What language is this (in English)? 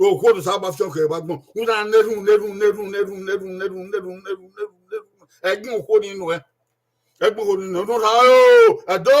Bini